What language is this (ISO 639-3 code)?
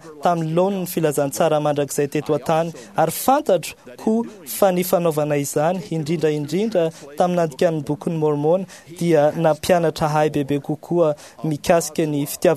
mlg